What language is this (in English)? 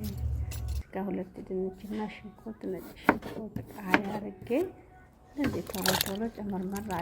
Amharic